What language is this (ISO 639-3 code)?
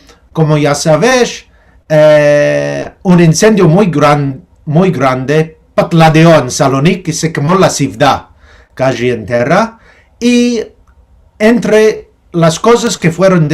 lad